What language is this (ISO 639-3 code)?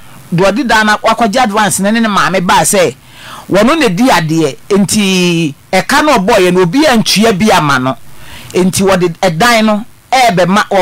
aka